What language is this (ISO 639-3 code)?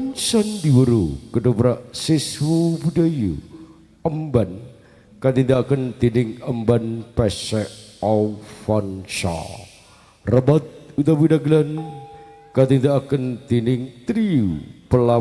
jav